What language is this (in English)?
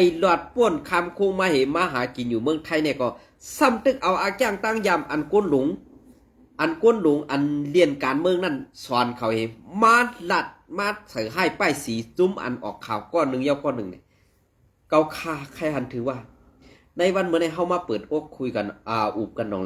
Shan